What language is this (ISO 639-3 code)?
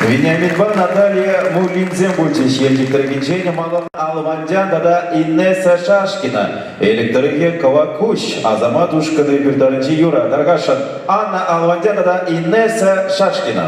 chv